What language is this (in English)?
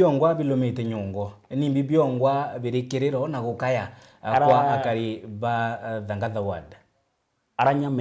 Meru